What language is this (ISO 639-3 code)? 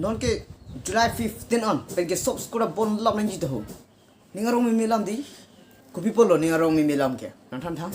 mjw